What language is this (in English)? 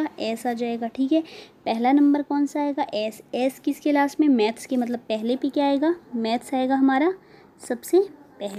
Hindi